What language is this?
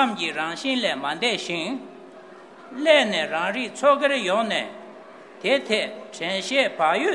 Tibetan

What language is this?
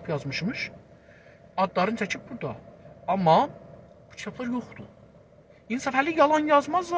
South Azerbaijani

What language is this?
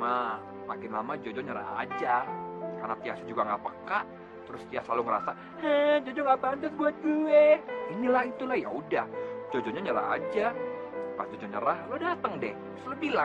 Indonesian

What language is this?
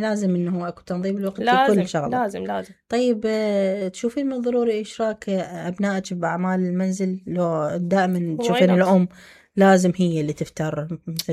Mesopotamian Arabic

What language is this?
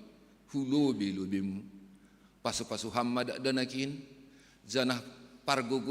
Batak Simalungun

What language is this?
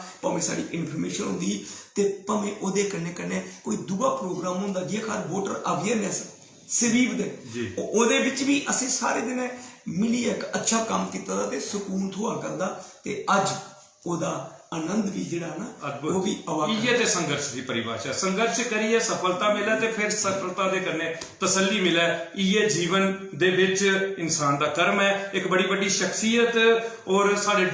Dogri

